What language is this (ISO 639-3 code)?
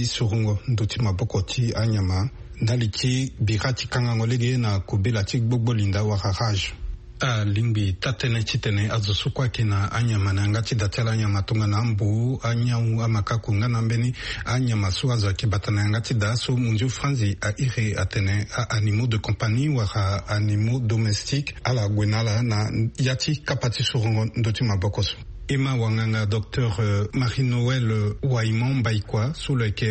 sag